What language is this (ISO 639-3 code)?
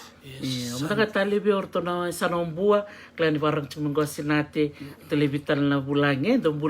fij